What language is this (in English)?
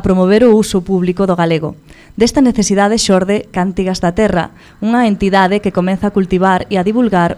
Galician